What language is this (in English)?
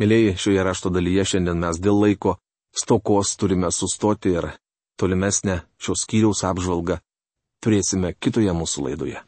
Lithuanian